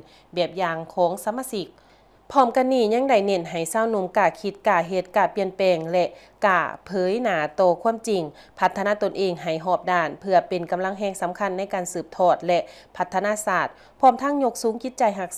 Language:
Lao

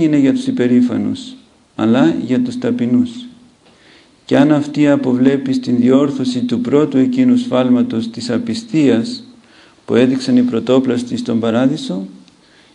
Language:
Greek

